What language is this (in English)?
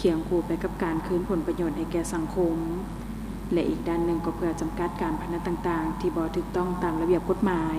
Lao